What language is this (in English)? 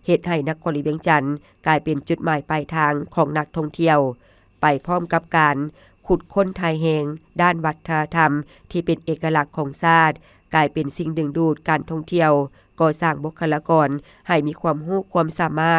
Lao